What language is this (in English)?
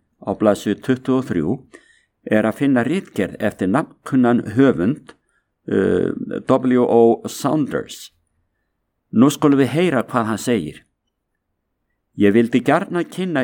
Icelandic